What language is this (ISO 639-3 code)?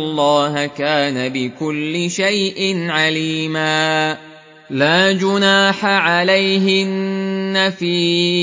ara